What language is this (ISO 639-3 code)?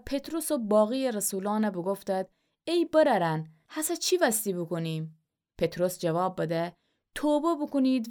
glk